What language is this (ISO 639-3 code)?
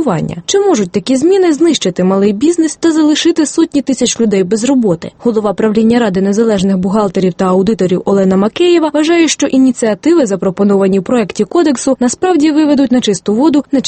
ukr